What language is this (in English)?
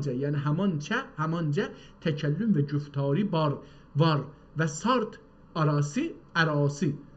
South Azerbaijani